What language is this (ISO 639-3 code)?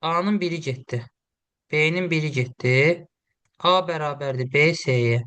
aze